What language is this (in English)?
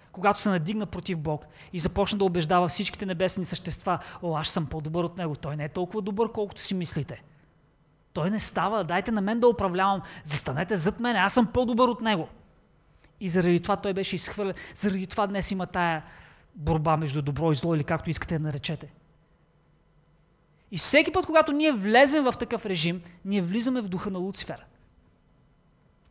Bulgarian